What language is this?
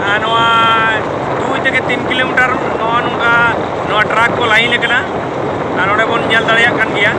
Santali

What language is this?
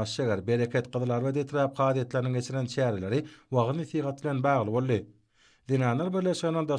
Turkmen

